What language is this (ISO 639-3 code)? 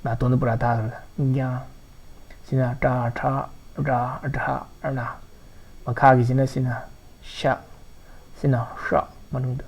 mni